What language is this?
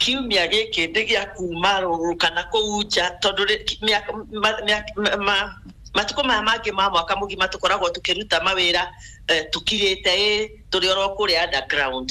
Kikuyu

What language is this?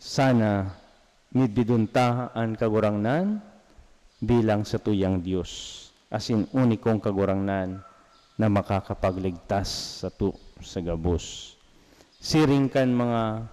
Bikol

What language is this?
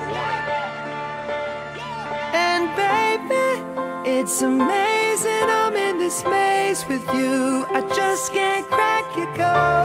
English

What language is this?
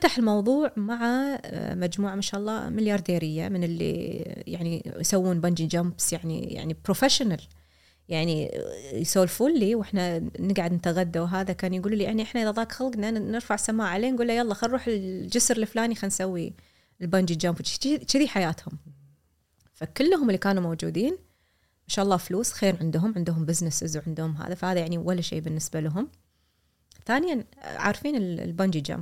Gulf Arabic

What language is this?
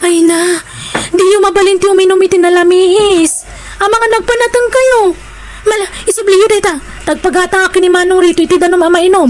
Iloko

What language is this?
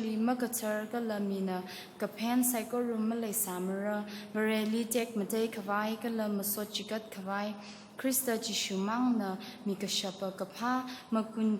Tangkhul Naga (India)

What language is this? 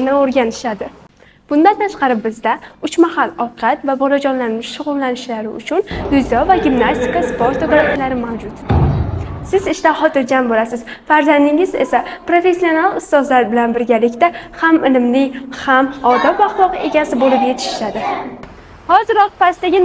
Uzbek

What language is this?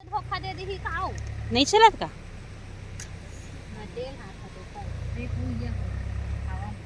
Chhattisgarhi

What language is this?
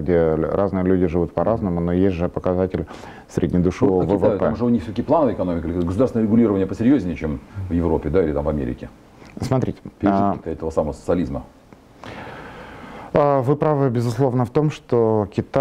Russian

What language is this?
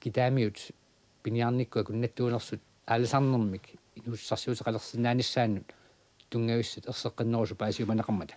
Kalaallisut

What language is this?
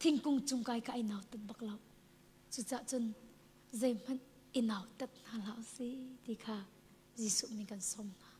Hakha Chin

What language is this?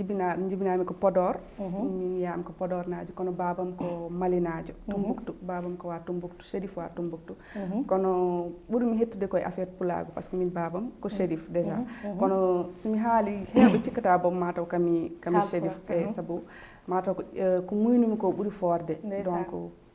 Fula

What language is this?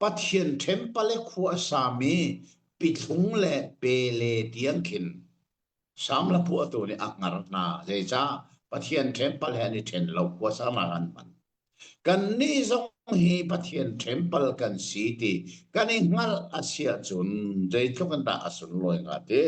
Hakha Chin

